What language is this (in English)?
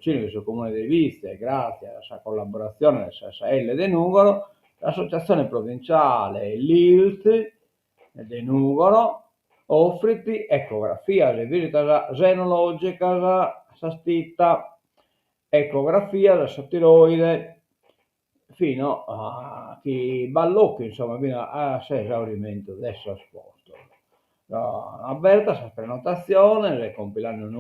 Sardinian